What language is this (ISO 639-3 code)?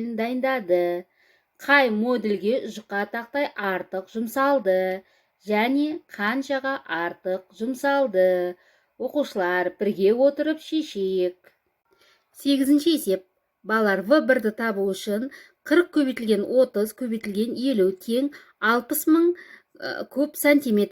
kaz